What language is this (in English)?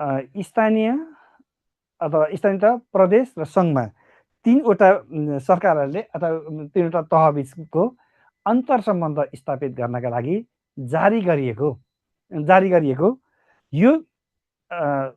Nepali